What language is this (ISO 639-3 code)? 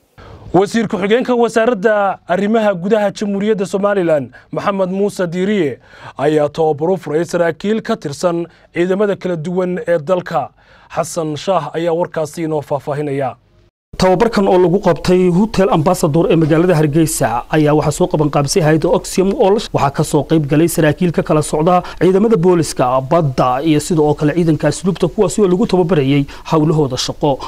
som